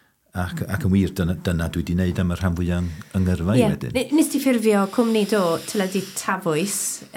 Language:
Welsh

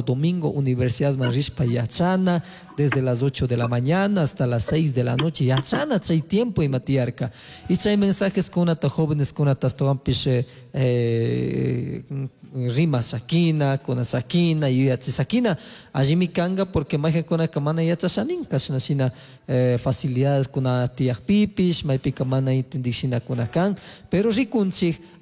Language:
Chimborazo Highland Quichua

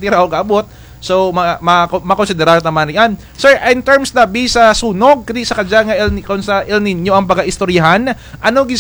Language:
Kinaray-a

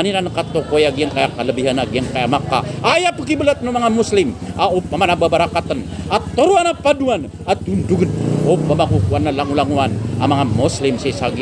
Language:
Maranao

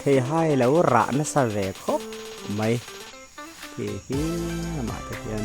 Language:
Mizo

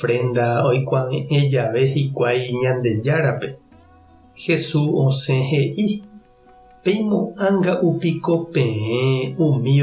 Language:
Guarani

